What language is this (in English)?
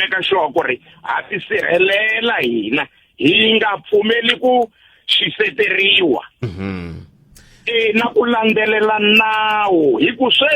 Tsonga